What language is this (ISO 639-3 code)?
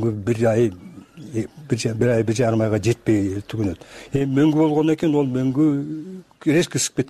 kir